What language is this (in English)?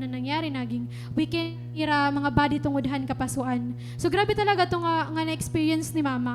Waray